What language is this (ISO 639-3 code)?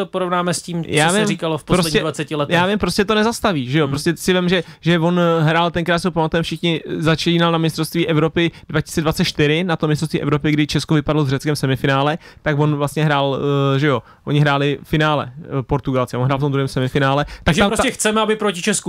ces